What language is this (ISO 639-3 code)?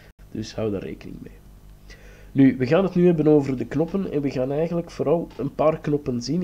nld